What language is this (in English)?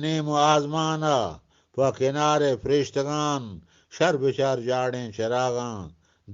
Eastern Balochi